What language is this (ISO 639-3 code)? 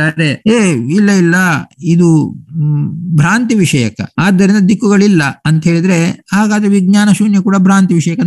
kan